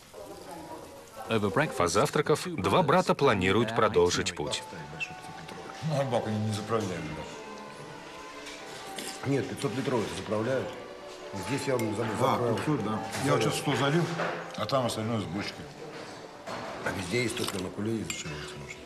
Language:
Russian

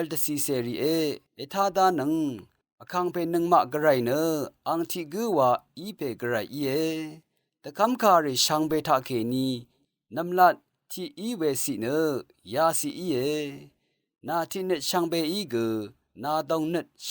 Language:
Rawang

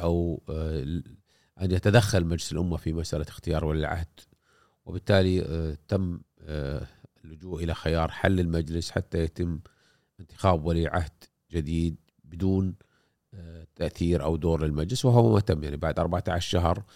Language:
Gulf Arabic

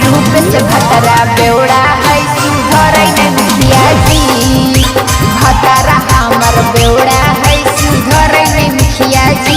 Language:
Magahi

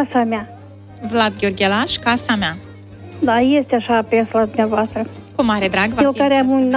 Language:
Romanian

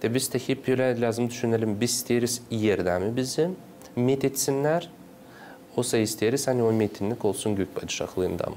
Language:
Gagauz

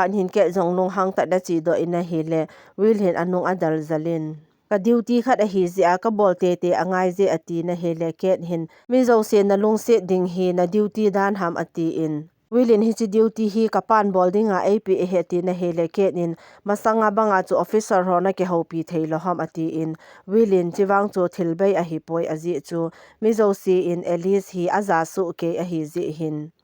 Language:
Thado Chin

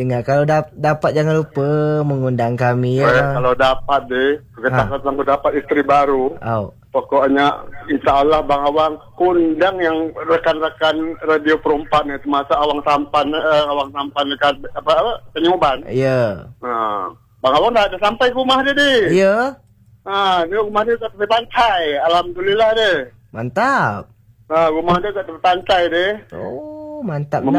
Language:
Malay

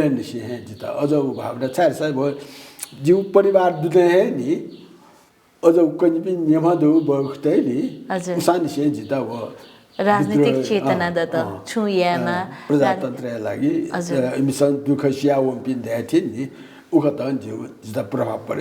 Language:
Newari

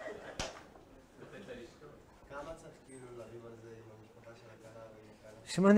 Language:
Hebrew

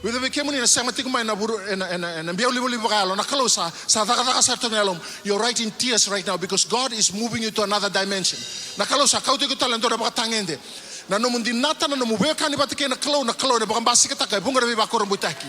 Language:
Fijian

